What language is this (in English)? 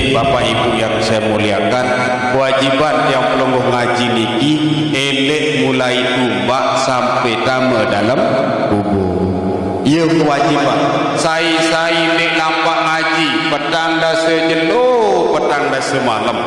Sasak